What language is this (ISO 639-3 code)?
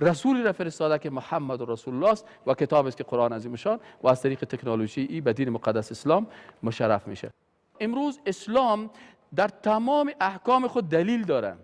fas